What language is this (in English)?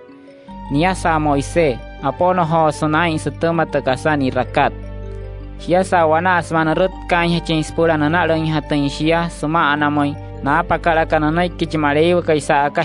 Wayuu